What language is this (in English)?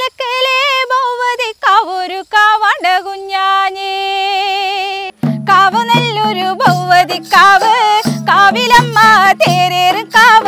Malayalam